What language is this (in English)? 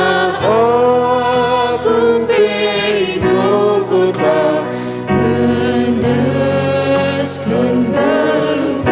Batak Karo